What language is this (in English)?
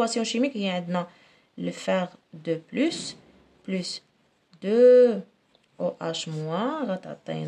Moroccan Arabic